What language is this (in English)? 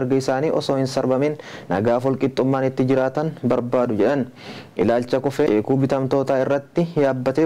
Oromo